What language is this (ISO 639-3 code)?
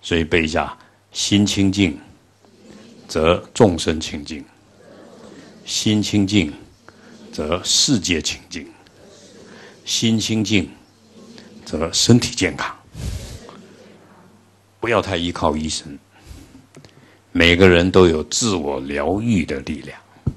zho